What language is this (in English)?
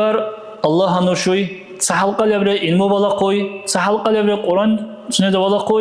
Dargwa